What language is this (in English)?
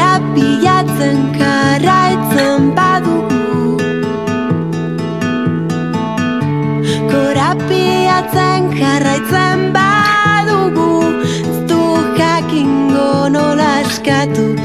Basque